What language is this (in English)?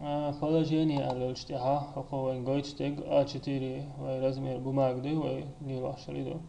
Chechen